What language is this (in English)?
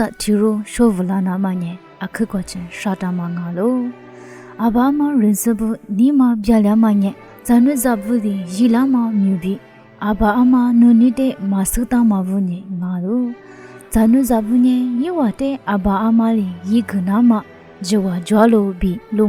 Lisu